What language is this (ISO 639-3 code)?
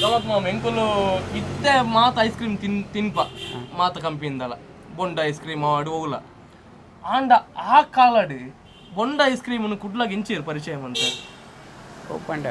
tcy